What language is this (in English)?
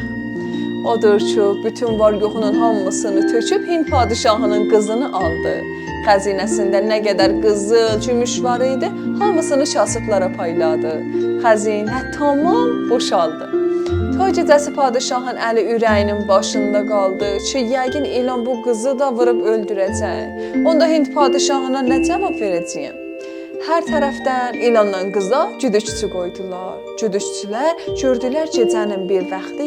South Azerbaijani